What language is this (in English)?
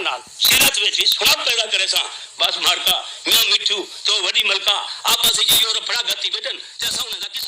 Saraiki